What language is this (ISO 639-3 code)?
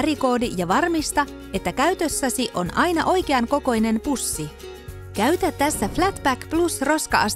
fin